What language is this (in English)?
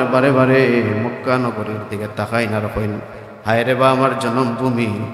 Sylheti